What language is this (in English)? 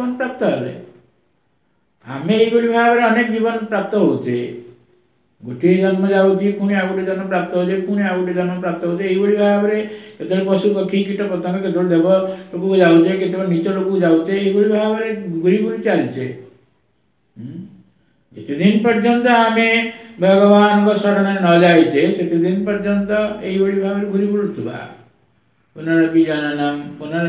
Odia